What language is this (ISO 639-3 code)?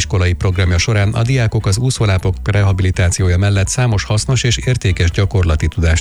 hun